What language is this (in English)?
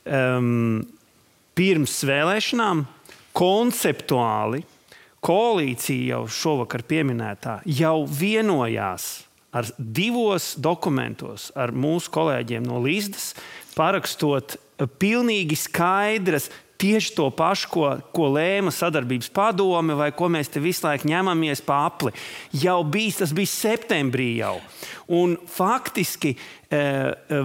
Latvian